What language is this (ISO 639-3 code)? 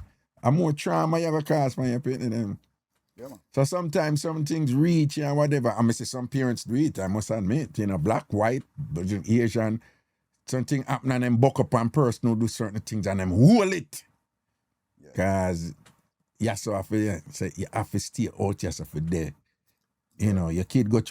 jam